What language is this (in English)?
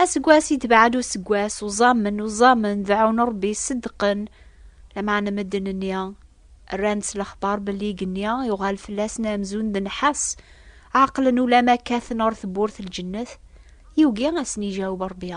Kabyle